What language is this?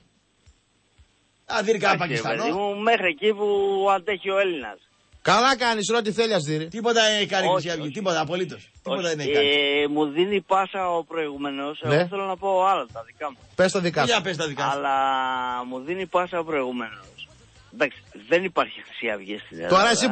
Greek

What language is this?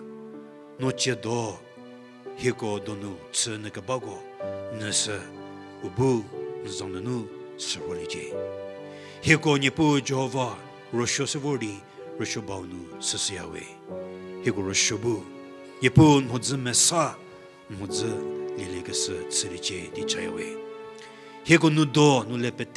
Angami Naga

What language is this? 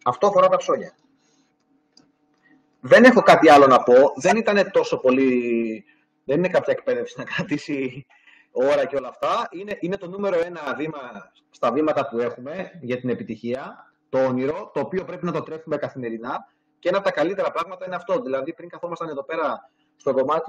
Greek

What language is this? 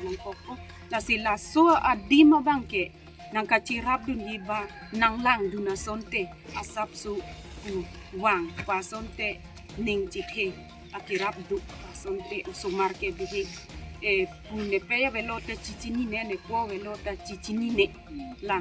Karbi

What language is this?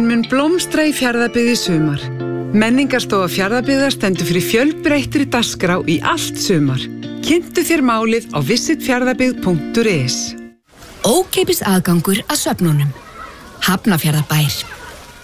Icelandic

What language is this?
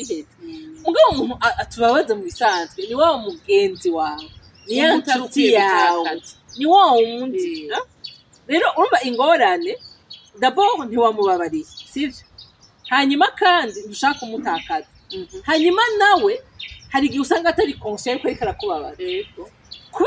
Rundi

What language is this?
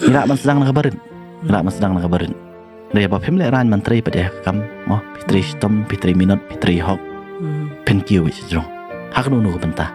Khasi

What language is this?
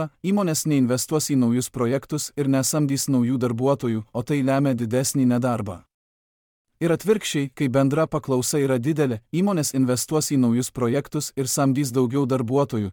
Lithuanian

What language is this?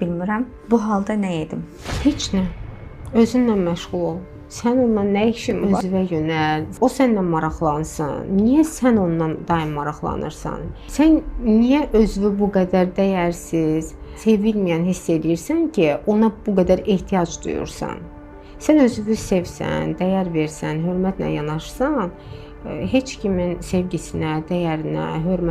Azerbaijani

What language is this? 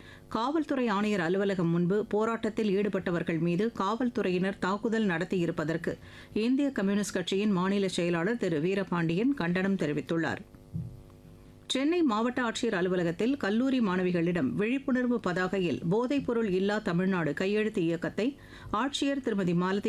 Tamil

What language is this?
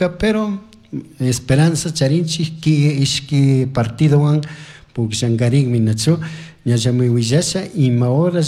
Chimborazo Highland Quichua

